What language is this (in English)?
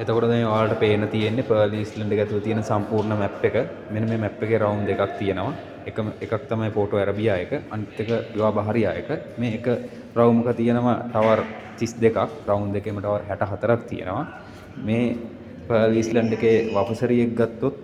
Sinhala